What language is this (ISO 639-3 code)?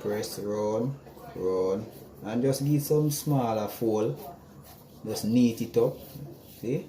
jam